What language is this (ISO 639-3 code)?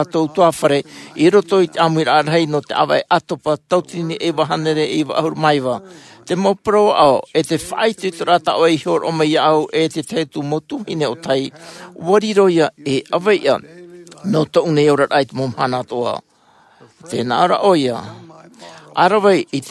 tah